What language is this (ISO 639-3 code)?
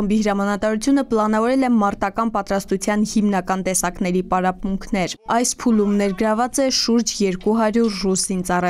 hye